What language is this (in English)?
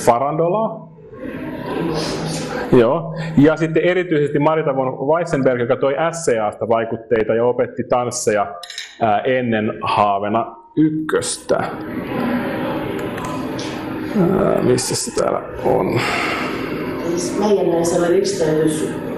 Finnish